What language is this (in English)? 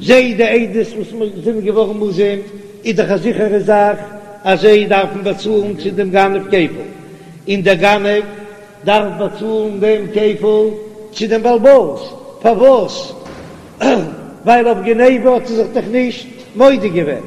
Yiddish